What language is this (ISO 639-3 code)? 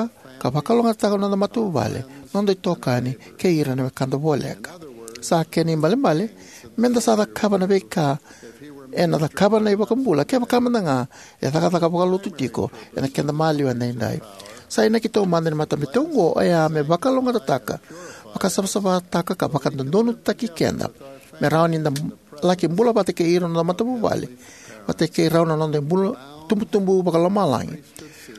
fij